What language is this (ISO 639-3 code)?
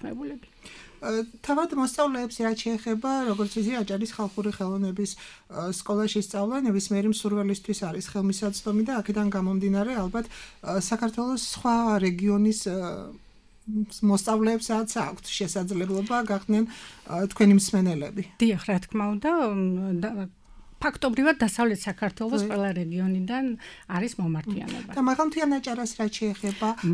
kat